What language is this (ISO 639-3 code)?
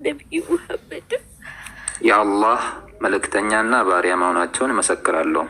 amh